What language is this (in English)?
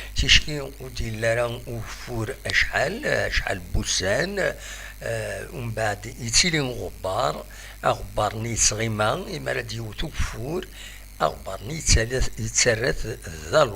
Kabyle